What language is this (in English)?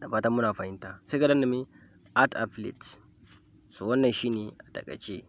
Hausa